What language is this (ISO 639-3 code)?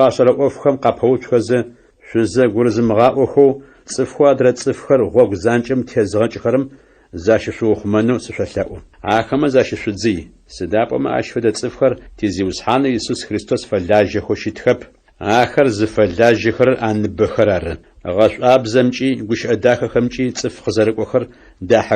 ady